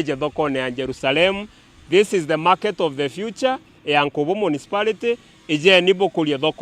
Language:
Meru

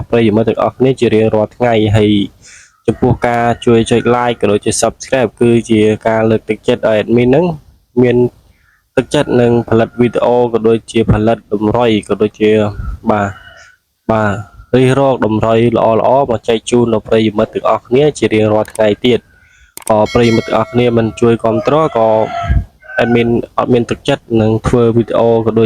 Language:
Khmer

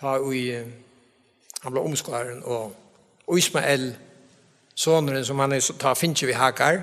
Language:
Faroese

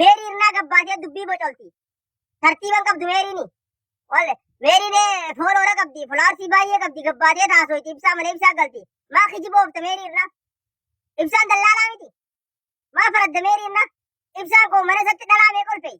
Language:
Oromo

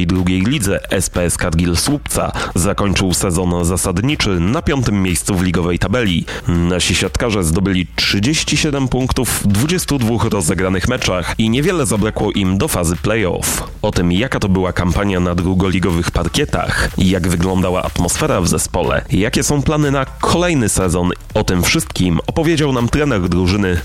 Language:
Polish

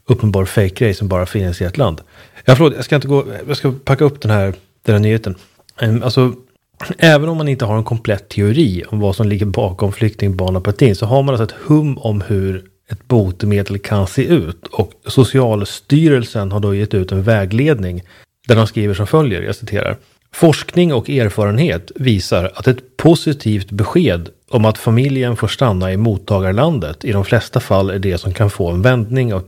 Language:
Swedish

